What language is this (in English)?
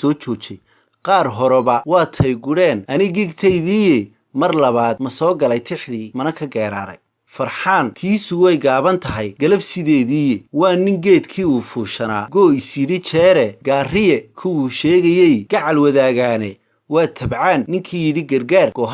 Somali